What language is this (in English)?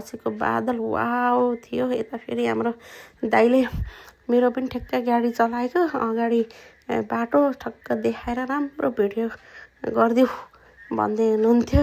Nepali